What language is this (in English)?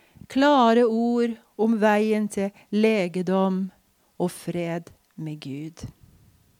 Norwegian